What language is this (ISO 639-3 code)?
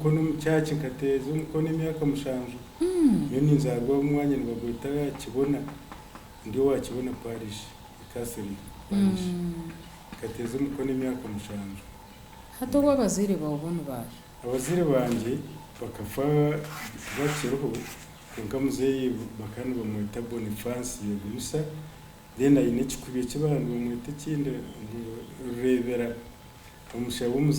nyn